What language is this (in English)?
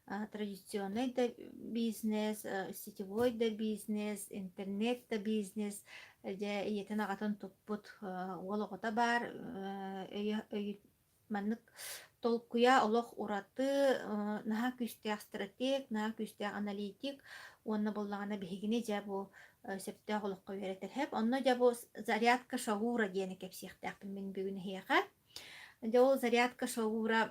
Yakut